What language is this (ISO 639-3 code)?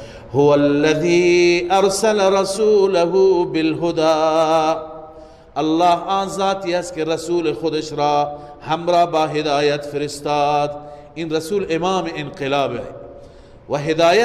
fas